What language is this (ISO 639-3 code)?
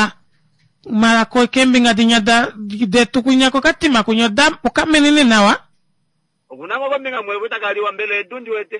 kua